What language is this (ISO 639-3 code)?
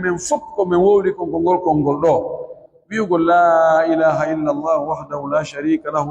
fuf